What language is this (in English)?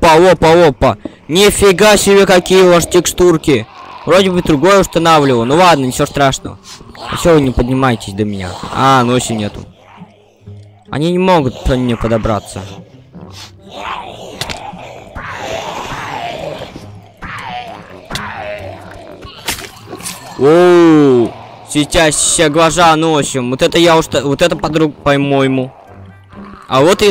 Russian